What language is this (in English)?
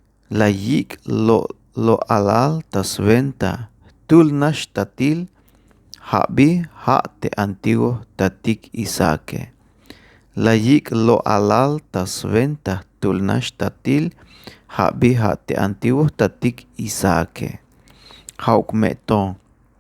Tzeltal